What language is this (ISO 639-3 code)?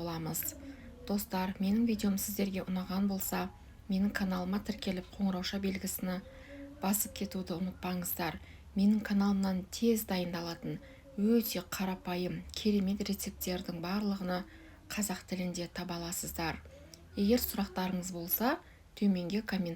kaz